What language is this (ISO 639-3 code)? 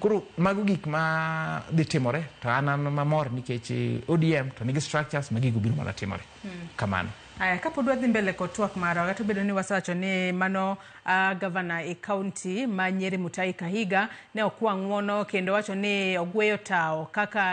luo